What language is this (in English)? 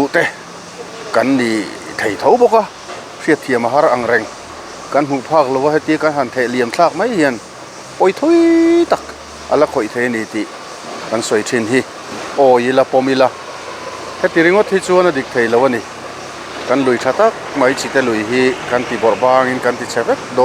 Mizo